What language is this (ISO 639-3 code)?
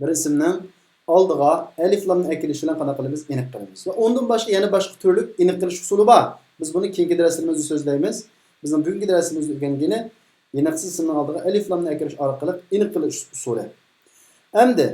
uig